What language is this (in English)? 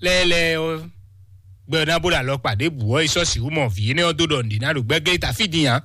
Fon